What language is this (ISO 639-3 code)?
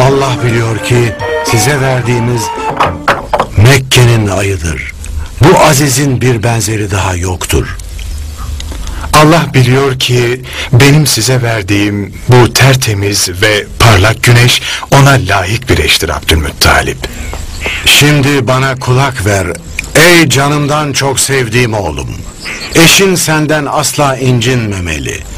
tur